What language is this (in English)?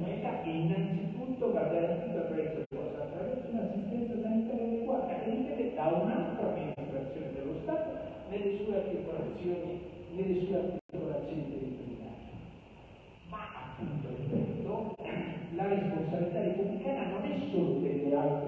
Italian